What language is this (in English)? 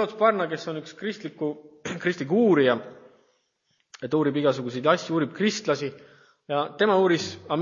Estonian